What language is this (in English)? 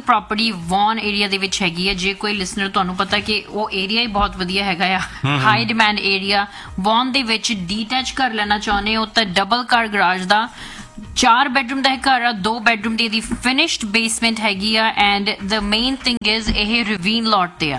Punjabi